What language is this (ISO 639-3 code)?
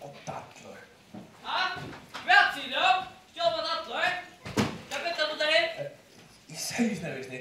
fao